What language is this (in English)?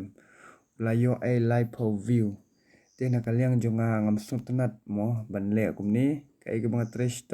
Khasi